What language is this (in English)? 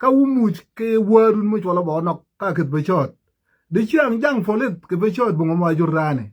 Nuer